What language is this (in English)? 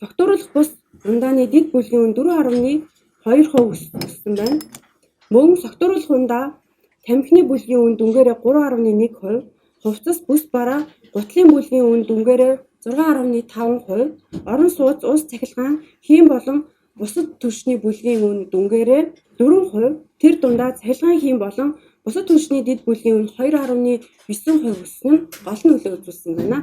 Mongolian